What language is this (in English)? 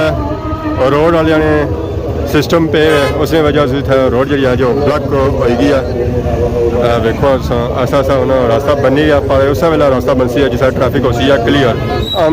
Pahari-Potwari